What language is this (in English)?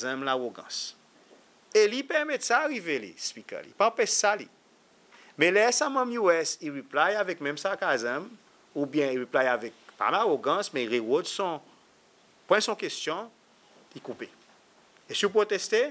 Seselwa Creole French